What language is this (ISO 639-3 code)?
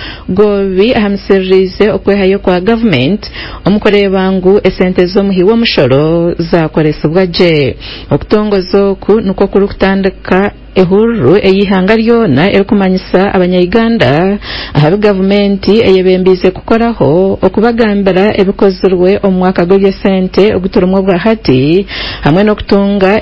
nyn